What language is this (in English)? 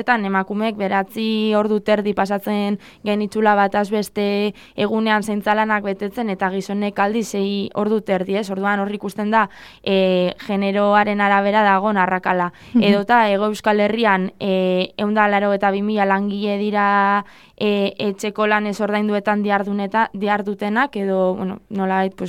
Basque